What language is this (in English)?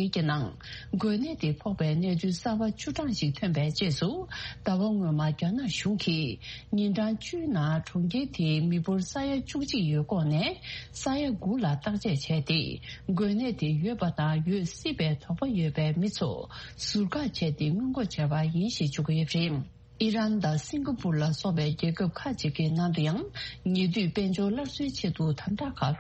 Tibetan